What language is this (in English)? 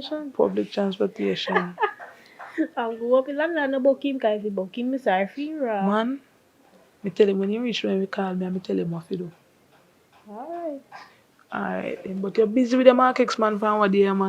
Jamaican Creole English